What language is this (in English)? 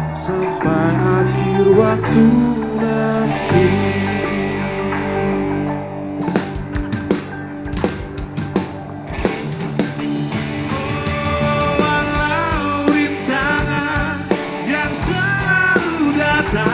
Indonesian